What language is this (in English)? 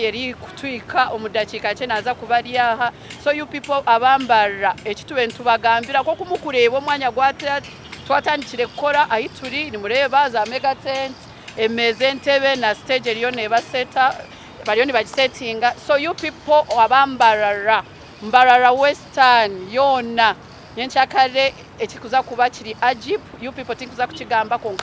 Nyankole